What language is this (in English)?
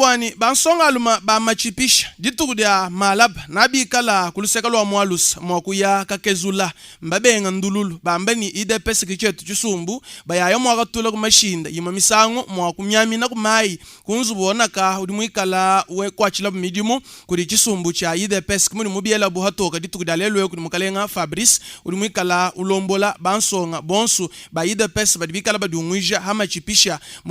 Luba-Lulua